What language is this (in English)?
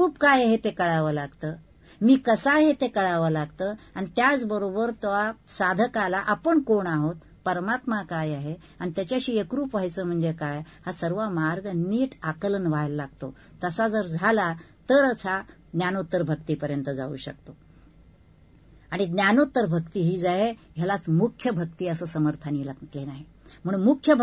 Marathi